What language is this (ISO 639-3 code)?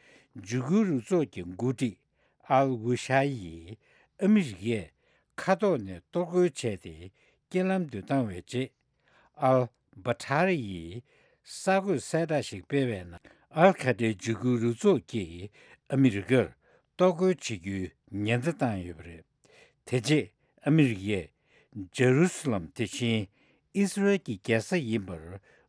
bod